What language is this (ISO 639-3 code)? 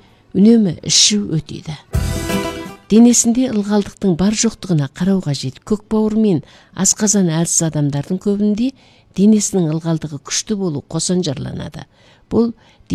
kaz